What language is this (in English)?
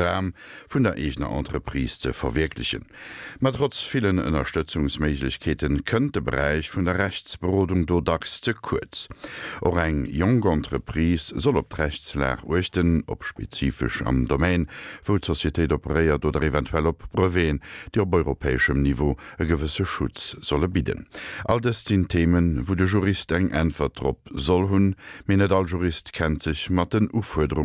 Luxembourgish